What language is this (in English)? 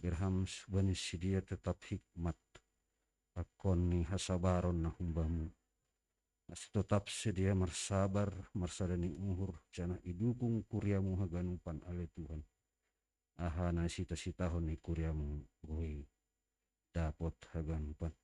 Batak Simalungun